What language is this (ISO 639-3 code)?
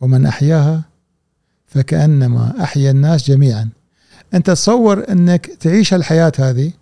afb